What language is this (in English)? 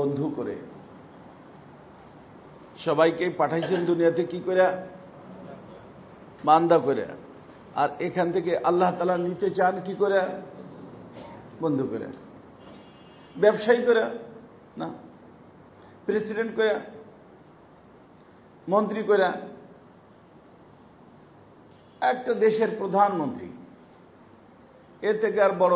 Bangla